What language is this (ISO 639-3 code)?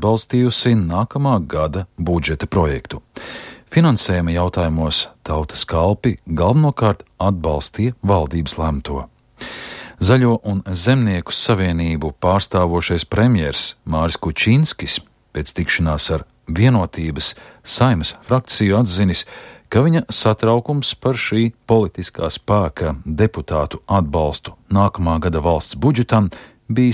lav